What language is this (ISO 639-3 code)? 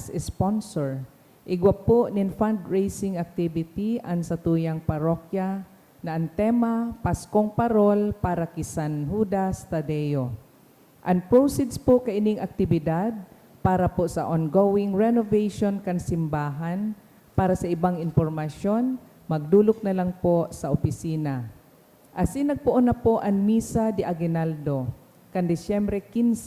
bik